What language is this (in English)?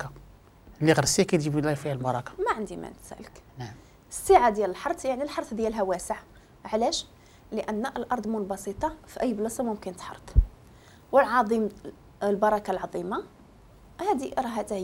Moroccan Arabic